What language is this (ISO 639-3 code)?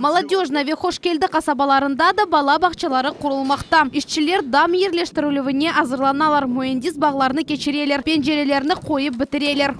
crh